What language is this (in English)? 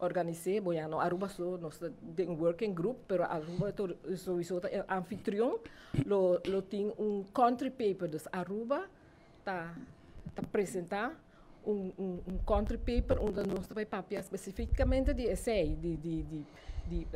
Papiamento